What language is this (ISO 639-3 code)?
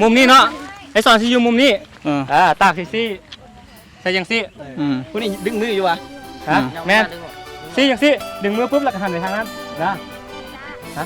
lao